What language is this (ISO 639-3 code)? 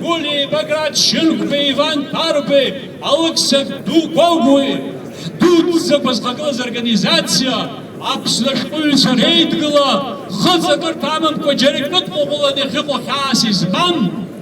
abk